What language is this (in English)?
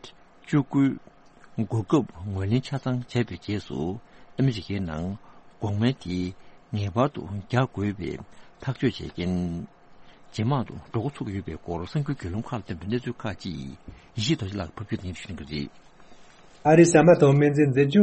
Tibetan